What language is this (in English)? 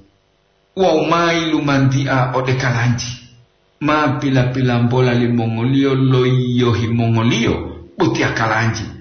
Gorontalo